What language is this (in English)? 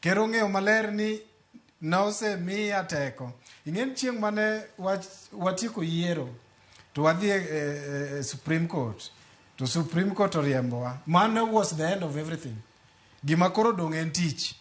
Luo (Kenya and Tanzania)